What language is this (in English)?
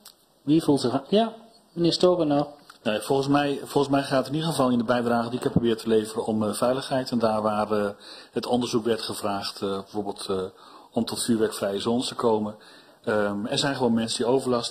Dutch